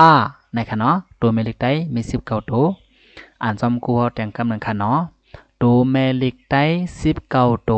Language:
Lao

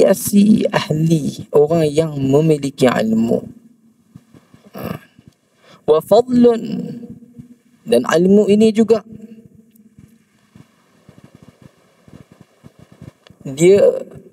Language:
Malay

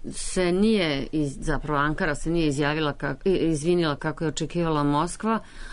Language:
Serbian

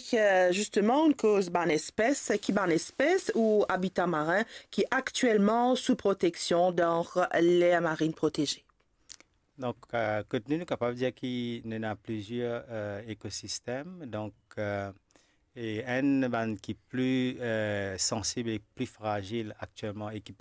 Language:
Morisyen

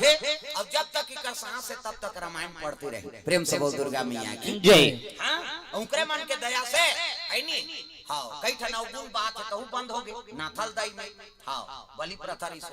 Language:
Chhattisgarhi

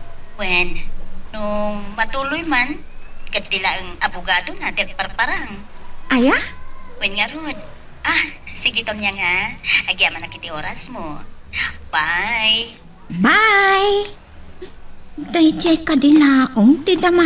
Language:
Iloko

